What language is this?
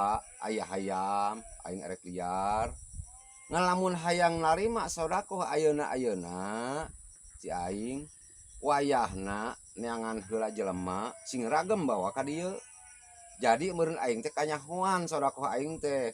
Sundanese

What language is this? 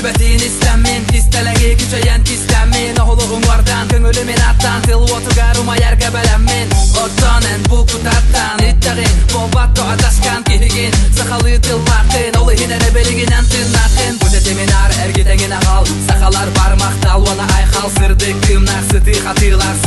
Yakut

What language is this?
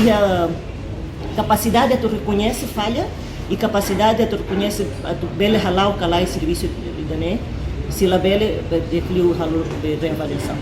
Tetum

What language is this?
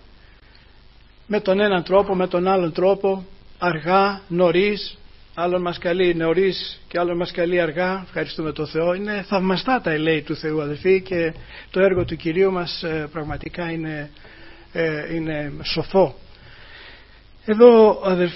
Greek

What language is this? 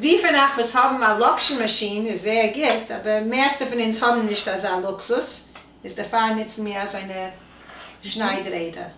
Yiddish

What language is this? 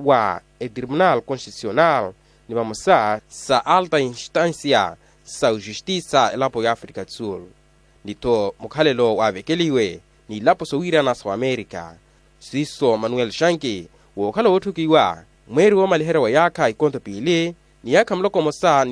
Makhuwa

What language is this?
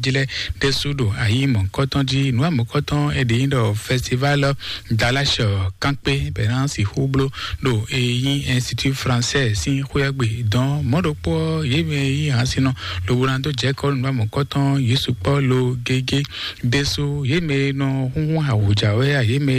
Fon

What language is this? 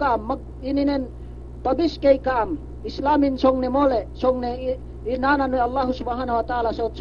Yakan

